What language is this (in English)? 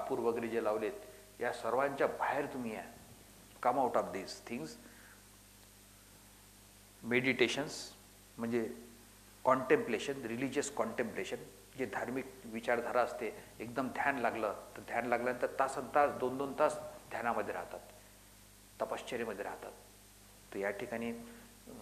Marathi